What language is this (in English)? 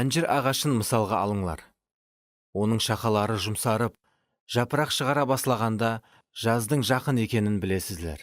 Kara-Kalpak